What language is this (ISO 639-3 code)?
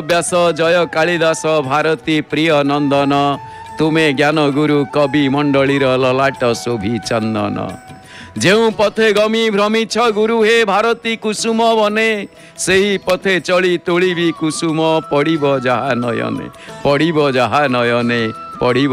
ori